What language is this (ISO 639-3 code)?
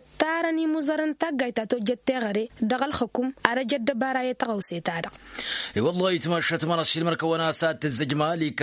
taq